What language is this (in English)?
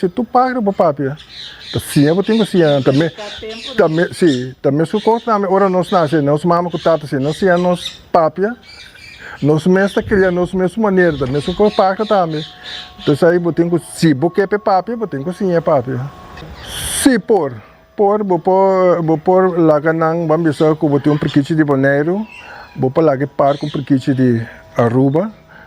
Papiamento